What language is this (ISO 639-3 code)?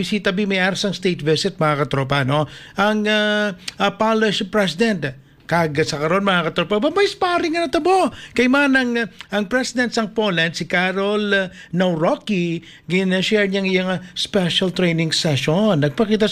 hil